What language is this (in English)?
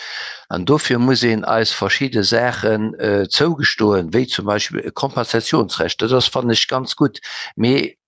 Luxembourgish